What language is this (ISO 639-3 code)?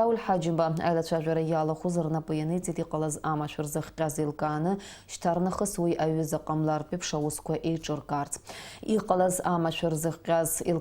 abk